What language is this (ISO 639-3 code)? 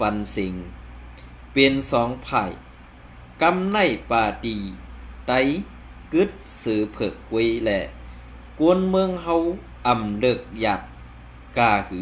shn